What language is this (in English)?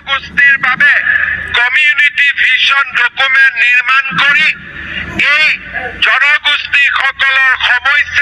Assamese